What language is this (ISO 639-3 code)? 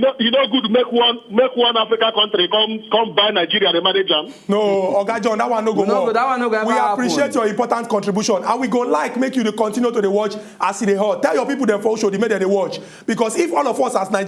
pcm